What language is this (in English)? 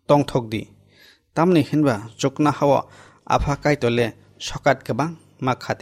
Kok Borok